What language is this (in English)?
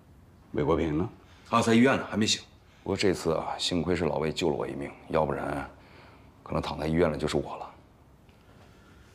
Chinese